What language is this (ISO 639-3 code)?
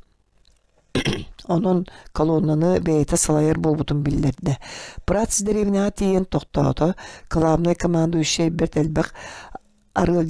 sah